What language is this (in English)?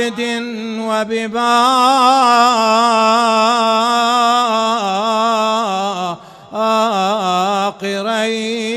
Mesopotamian Arabic